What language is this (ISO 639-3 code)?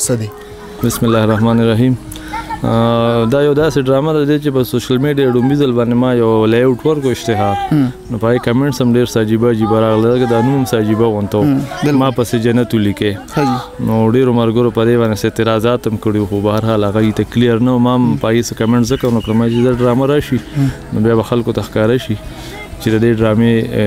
pus